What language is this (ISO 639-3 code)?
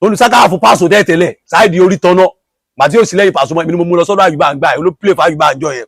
yor